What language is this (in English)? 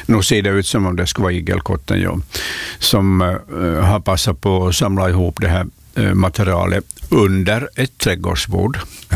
Swedish